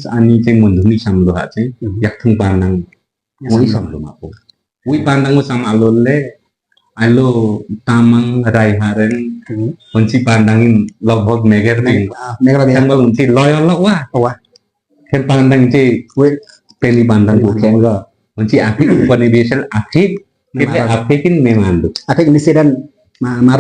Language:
Limbu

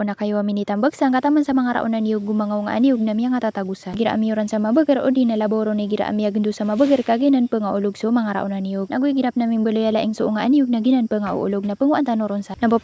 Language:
Maranao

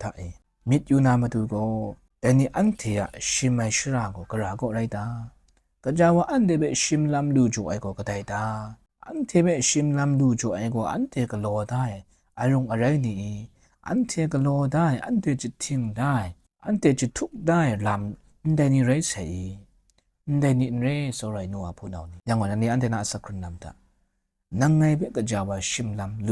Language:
Kachin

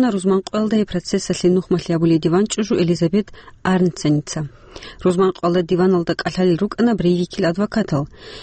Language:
Avaric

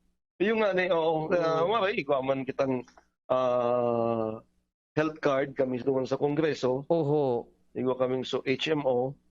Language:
Bikol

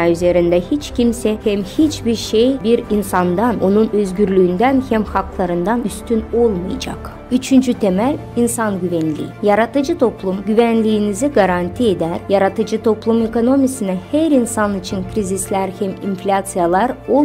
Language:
Gagauz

